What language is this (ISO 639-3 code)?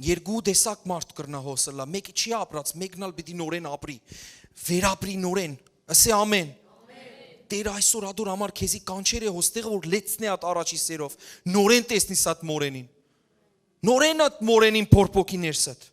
hyw